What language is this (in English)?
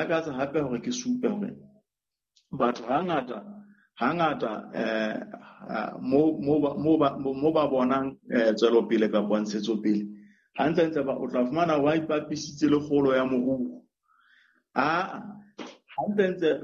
Southern Sotho